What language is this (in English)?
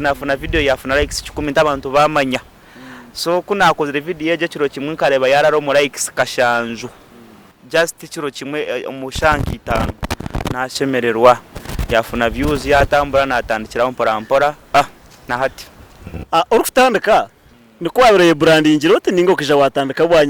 Nyankole